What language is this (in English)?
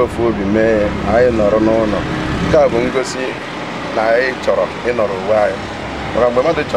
Igbo